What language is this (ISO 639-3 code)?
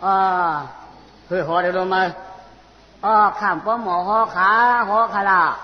shn